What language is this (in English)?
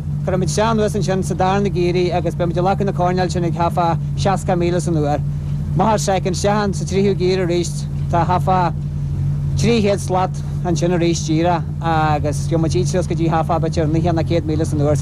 Irish